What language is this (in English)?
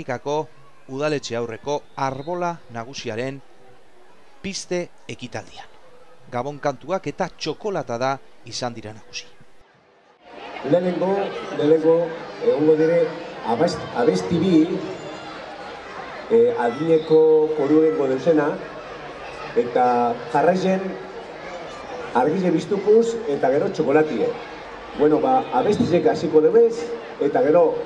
Basque